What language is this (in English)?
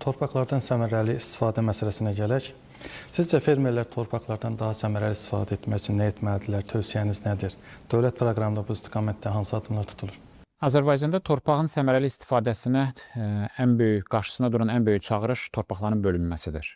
Azerbaijani